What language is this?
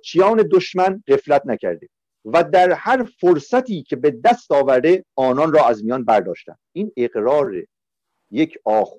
Persian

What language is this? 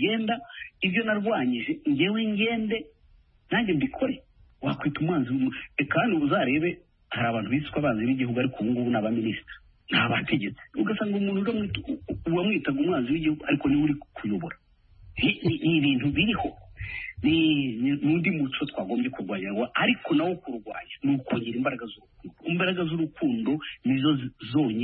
Kinyarwanda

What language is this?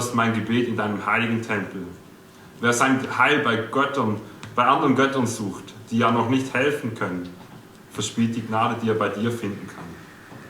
Swiss German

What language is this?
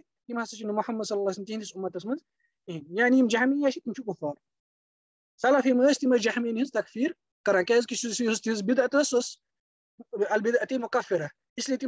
Kashmiri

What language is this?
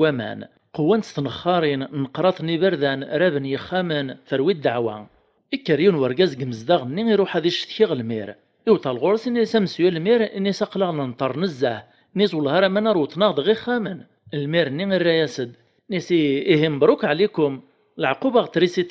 Kabyle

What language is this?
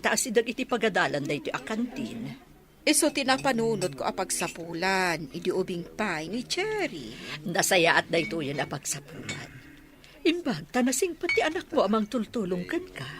Iloko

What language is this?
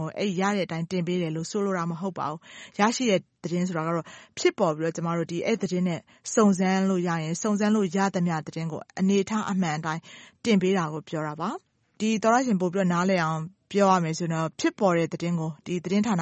Burmese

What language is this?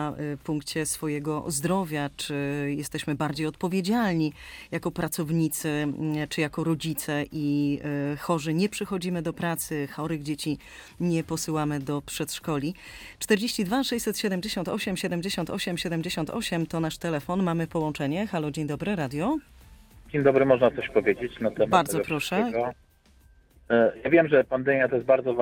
Polish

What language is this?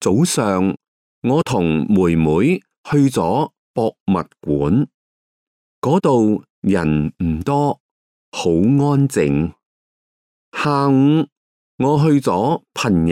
Cantonese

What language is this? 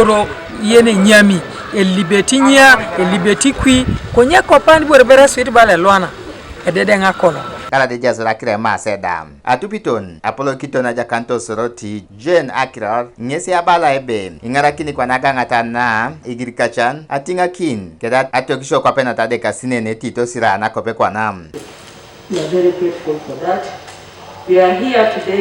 Teso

